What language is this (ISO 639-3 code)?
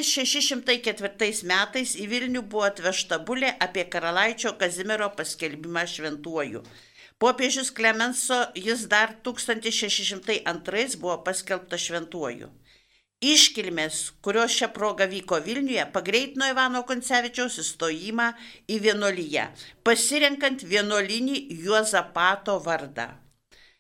lit